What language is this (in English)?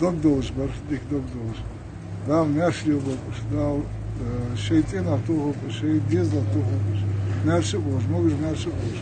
Ingush